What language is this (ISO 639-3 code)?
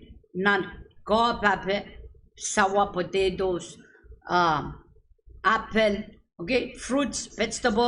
pon